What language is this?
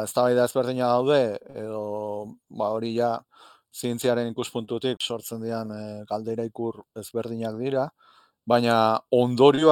Basque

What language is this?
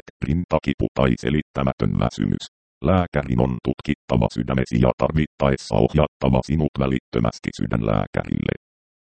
Finnish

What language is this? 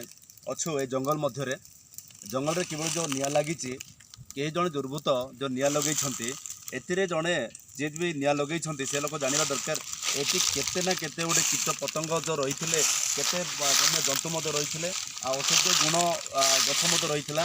Odia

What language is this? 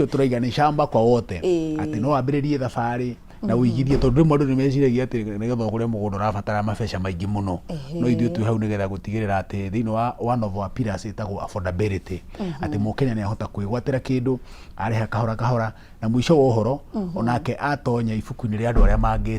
Kikuyu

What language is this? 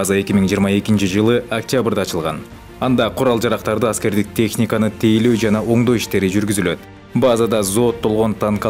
Kyrgyz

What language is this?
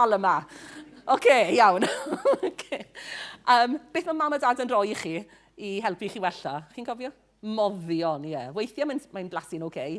Welsh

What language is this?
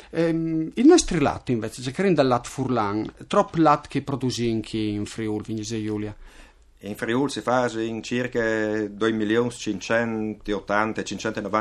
Friulian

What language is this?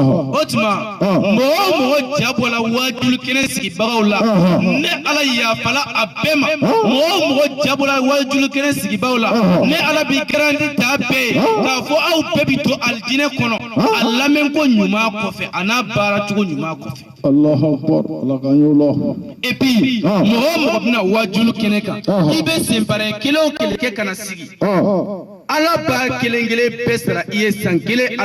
Bambara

